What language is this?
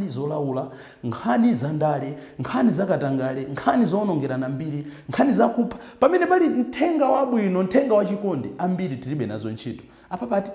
Nyanja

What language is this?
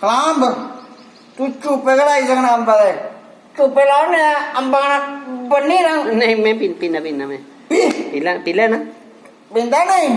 Dogri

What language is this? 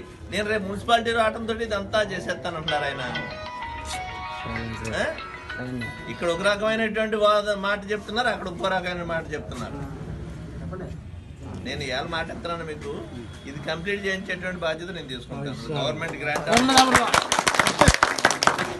Telugu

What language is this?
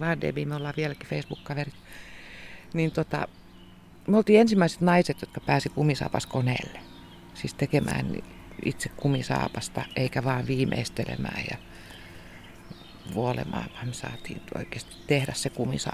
Finnish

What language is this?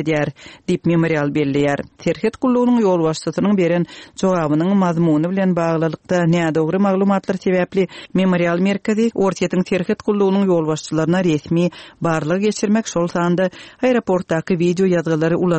Turkmen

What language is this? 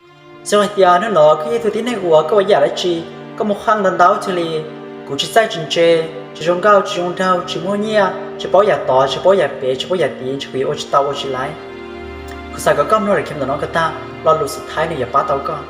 Hmong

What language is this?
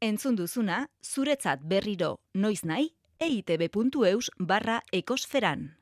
Basque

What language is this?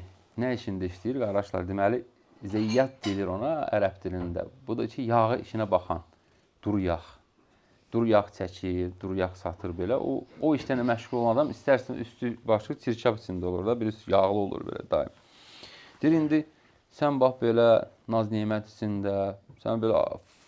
Azerbaijani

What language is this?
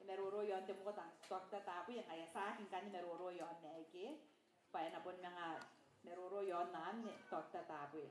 Gilbertese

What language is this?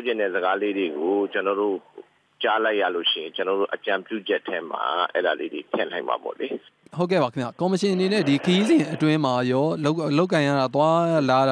Burmese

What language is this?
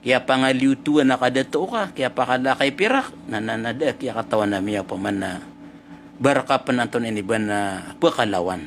Maranao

